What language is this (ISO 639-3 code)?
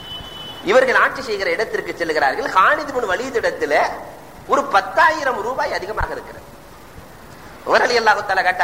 tam